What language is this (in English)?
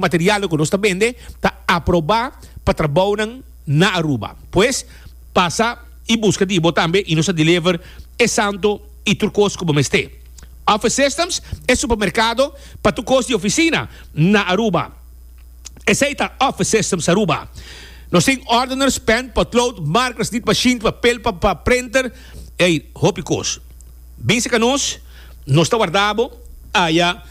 Papiamento